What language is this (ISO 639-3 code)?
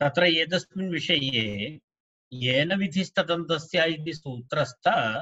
san